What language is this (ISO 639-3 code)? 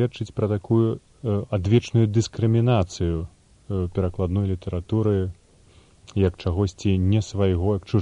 bel